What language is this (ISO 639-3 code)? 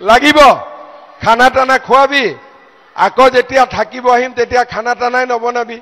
asm